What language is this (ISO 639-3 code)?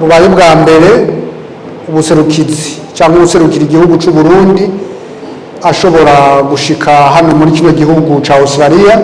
run